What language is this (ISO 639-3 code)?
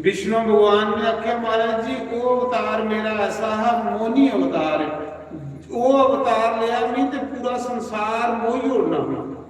doi